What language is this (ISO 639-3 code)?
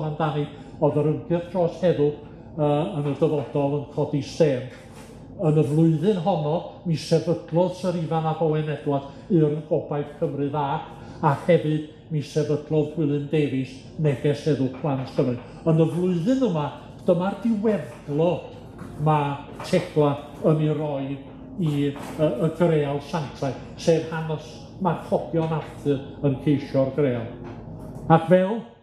cym